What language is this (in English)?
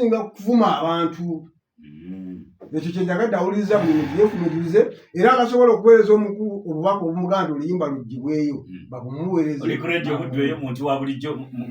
Ganda